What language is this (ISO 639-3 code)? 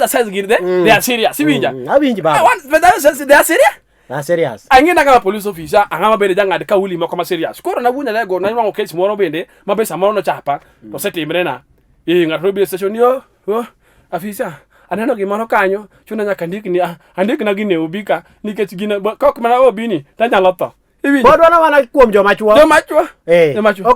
luo